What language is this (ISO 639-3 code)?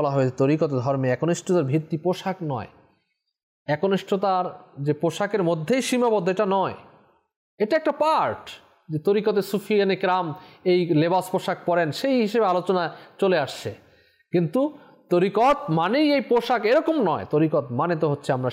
ben